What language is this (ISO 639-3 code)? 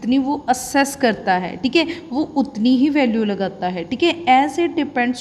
hin